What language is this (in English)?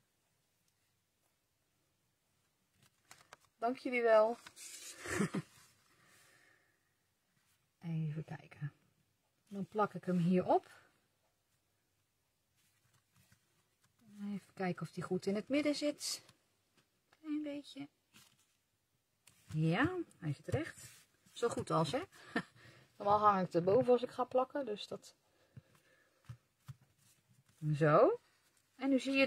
Dutch